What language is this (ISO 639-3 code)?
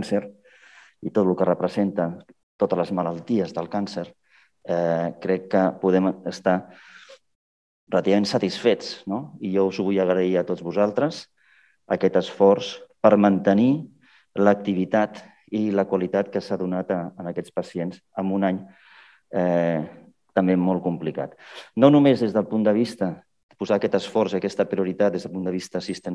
cat